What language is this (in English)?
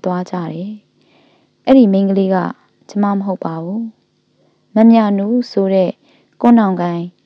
Burmese